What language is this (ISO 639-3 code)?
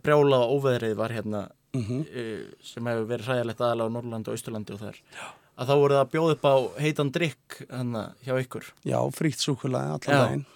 isl